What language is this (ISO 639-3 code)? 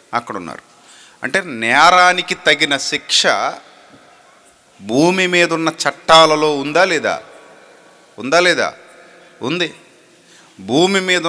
tel